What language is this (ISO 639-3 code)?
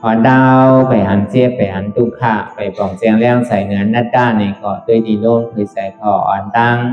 shn